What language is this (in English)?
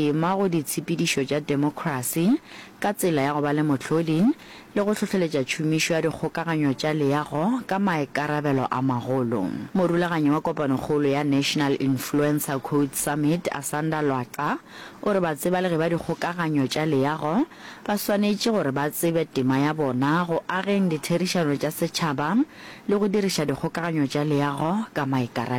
Northern Sotho